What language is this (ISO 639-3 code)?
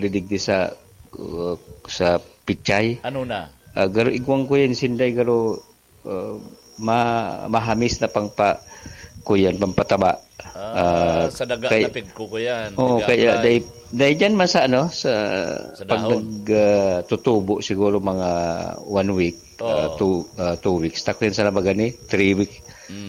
bik